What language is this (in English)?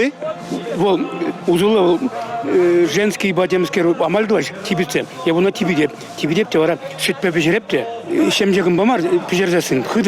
Chuvash